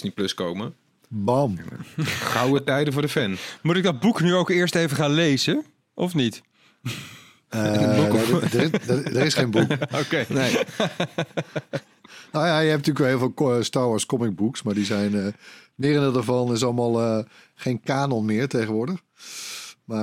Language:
Dutch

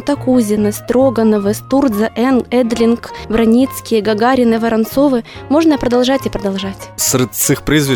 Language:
Ukrainian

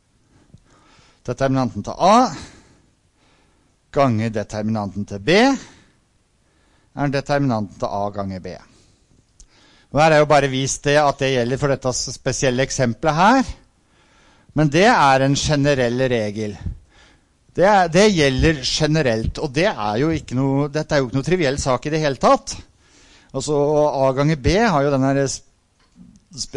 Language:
Norwegian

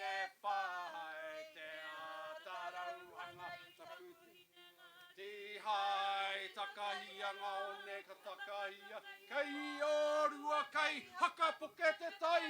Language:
Māori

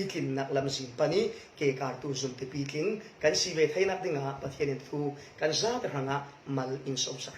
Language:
Falam Chin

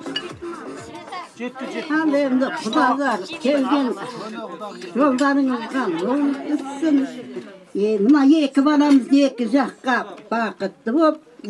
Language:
Kazakh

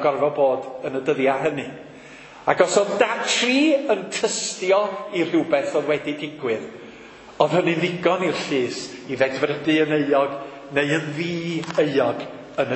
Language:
Welsh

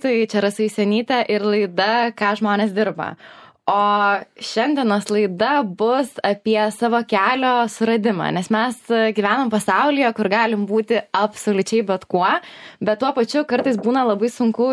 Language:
Lithuanian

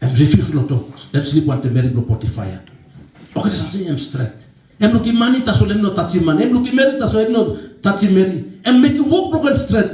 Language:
Tok Pisin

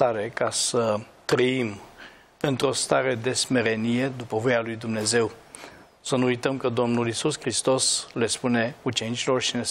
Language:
Romanian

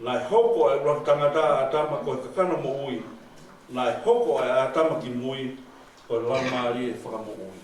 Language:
Tongan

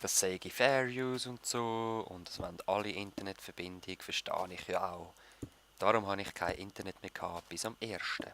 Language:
Swiss German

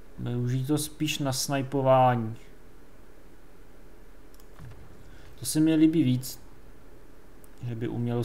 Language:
Czech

